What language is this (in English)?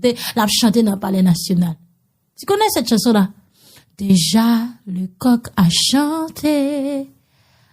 Haitian Creole